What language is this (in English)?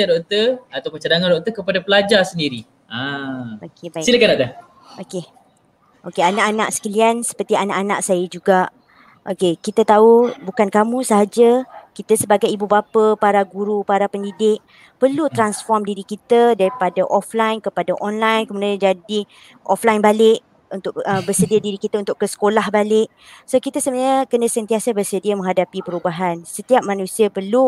Malay